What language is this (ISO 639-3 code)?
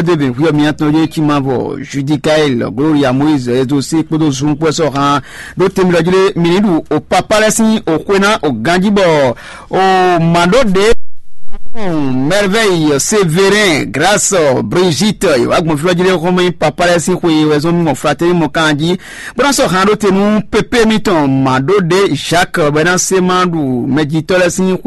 fon